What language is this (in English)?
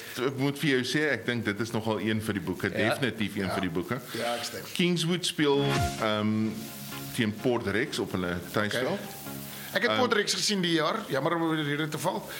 Afrikaans